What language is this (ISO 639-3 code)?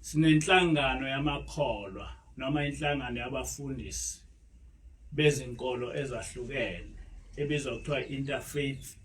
zul